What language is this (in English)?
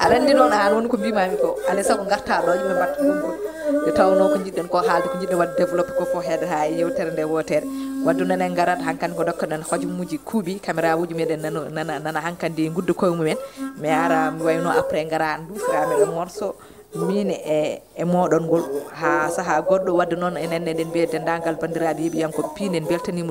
Fula